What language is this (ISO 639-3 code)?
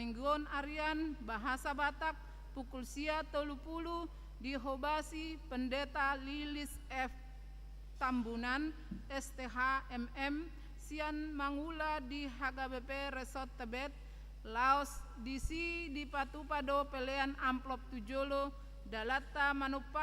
bbc